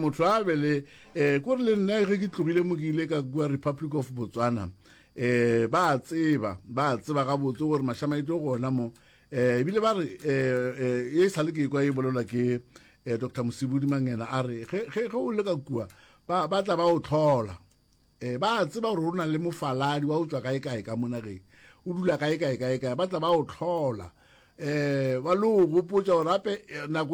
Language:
Northern Sotho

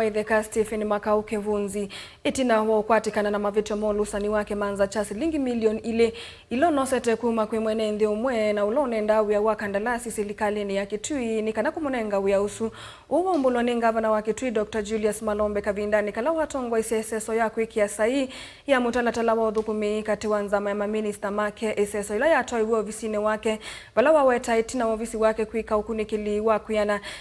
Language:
Kamba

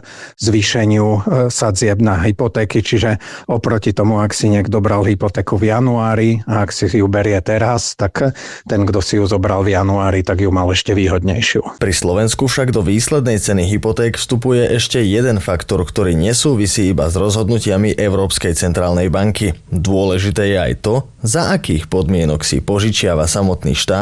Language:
Slovak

